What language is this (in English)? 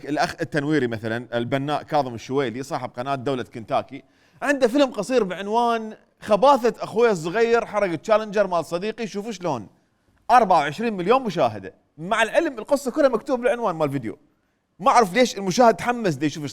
Mesopotamian Arabic